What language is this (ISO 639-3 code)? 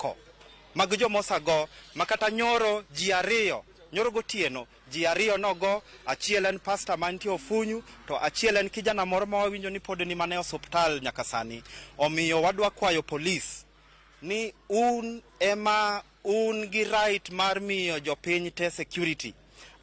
luo